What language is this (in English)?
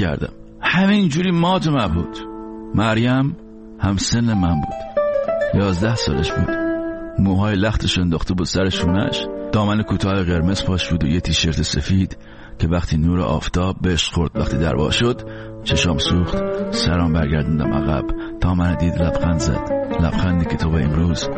Persian